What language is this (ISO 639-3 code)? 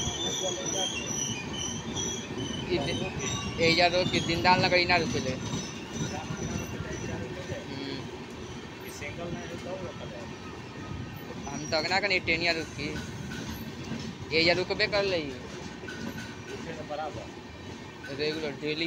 bho